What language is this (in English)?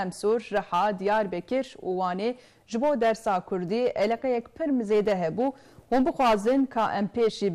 Kurdish